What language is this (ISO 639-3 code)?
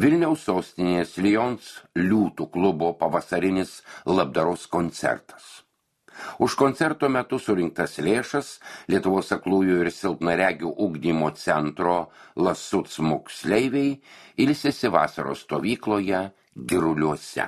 lit